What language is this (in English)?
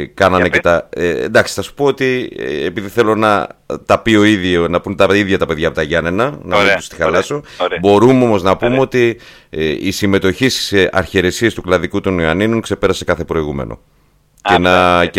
Greek